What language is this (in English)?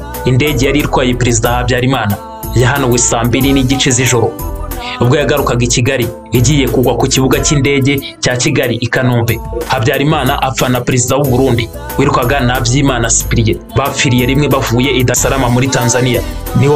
Kinyarwanda